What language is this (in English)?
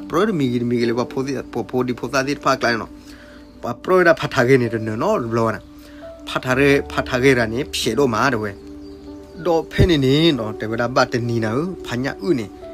S'gaw Karen